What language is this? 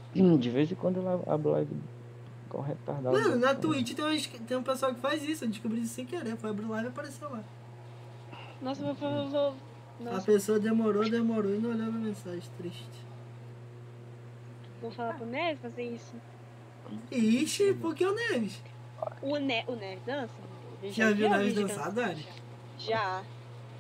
Portuguese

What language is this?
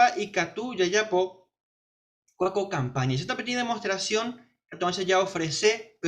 Guarani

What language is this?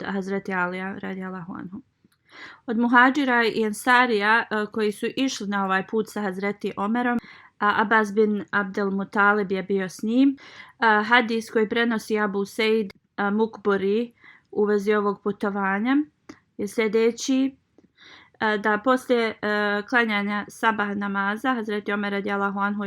Bosnian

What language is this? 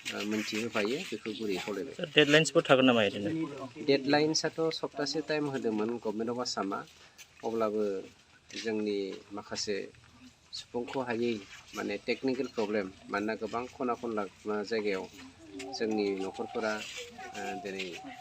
Bodo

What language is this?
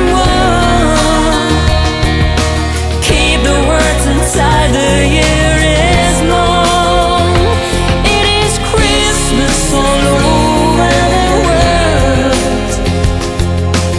English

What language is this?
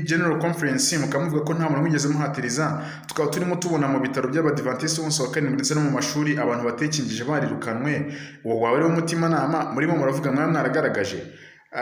Kinyarwanda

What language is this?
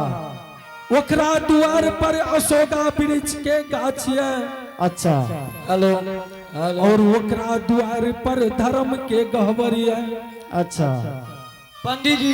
Angika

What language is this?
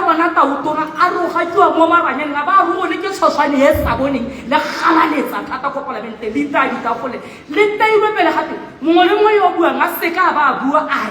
Tswana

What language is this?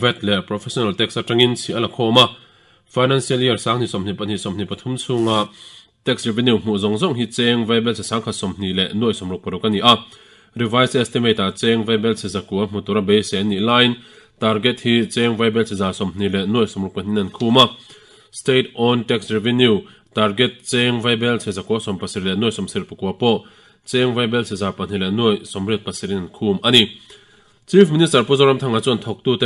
Mizo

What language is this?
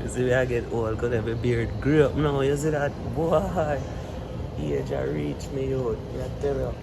Jamaican Creole English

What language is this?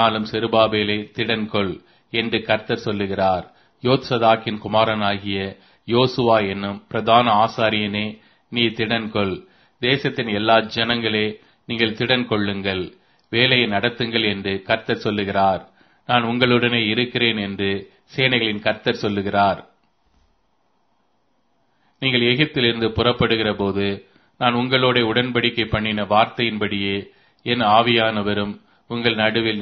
Tamil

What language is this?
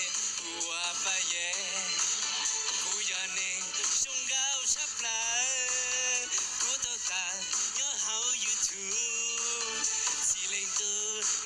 Hmong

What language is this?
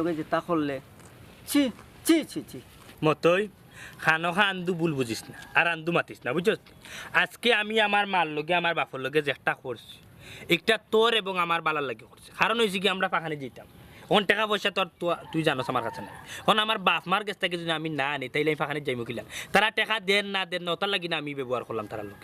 Sylheti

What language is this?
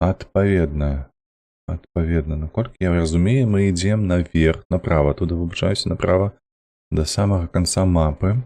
Belarusian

